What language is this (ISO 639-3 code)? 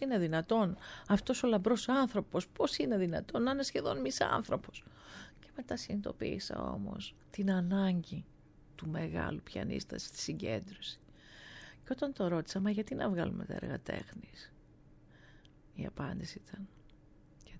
ell